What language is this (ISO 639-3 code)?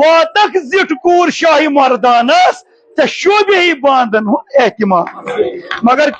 kas